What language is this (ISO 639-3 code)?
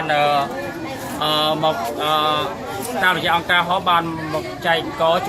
khm